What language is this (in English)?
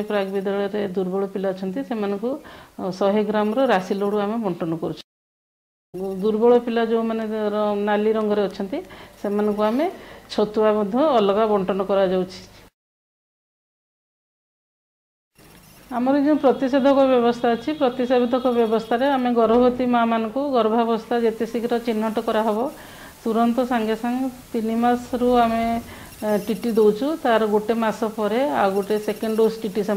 Odia